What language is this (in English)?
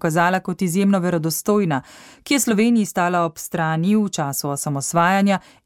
Slovenian